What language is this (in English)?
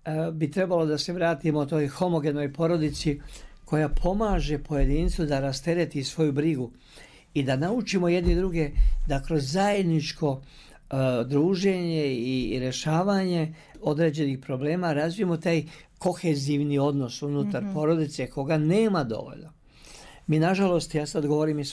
Serbian